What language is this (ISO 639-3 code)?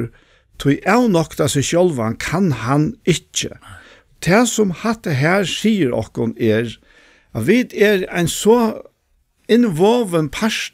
fao